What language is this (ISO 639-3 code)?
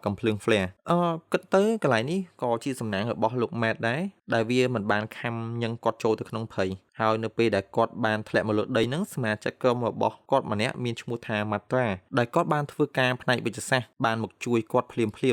khm